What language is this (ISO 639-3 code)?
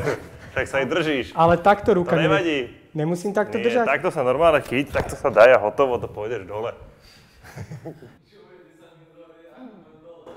slk